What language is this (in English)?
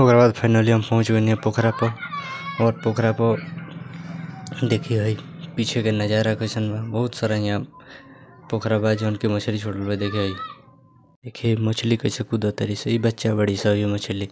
Bhojpuri